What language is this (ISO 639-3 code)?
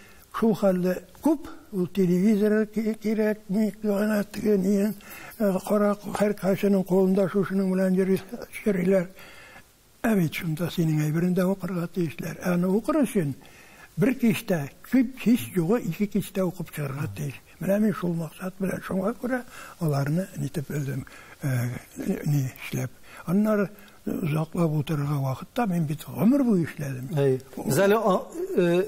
tat